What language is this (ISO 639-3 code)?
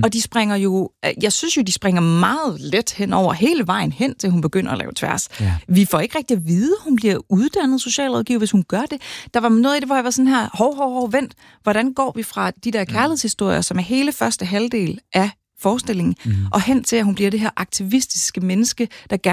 dan